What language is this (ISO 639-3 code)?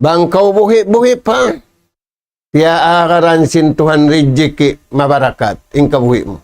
tsg